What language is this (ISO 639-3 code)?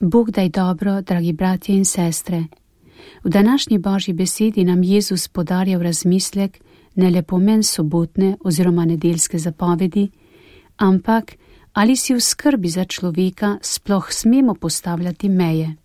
slv